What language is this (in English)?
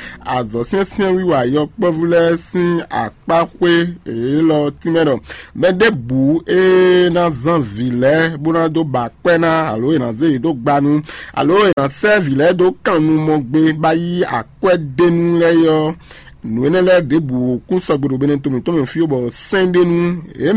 Fon